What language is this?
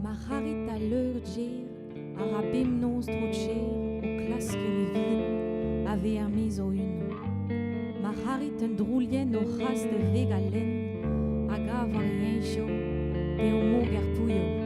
Breton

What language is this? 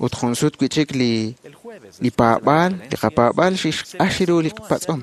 Kekchí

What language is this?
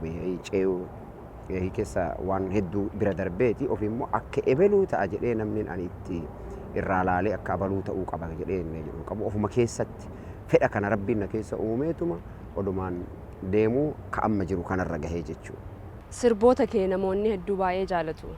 Oromo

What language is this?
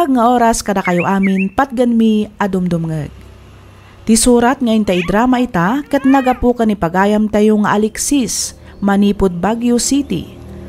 Iloko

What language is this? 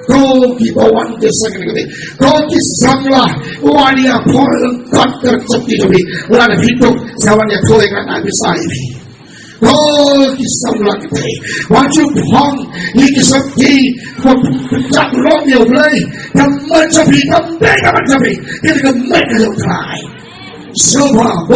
Khasi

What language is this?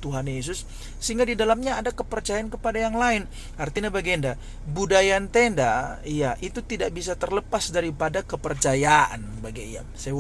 Batak Karo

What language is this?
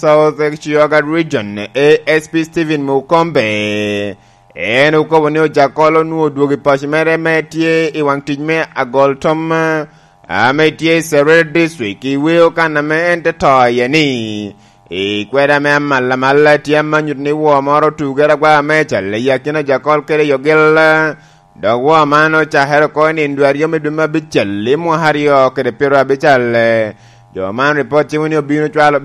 Lango (Uganda)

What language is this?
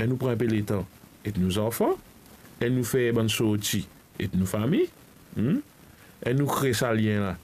Morisyen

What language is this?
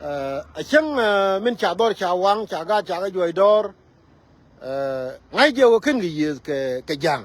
Nuer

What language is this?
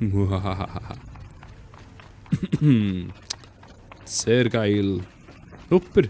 Swiss German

